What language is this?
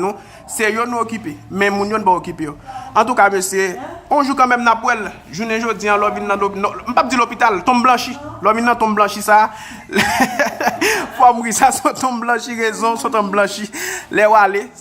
Haitian Creole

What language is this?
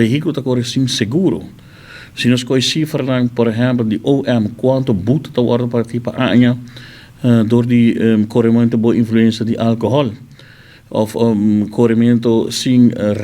Papiamento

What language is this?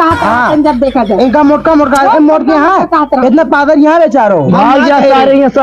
Awadhi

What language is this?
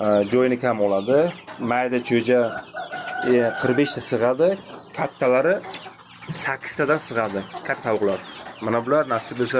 Uzbek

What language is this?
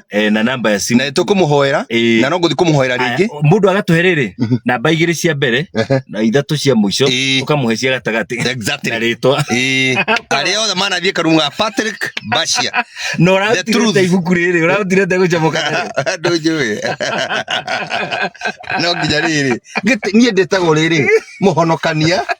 Kikuyu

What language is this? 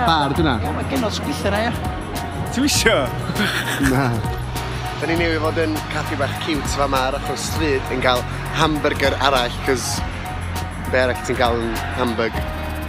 Welsh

